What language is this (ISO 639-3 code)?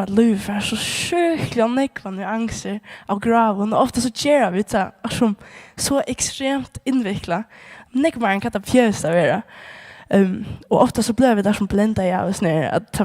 fao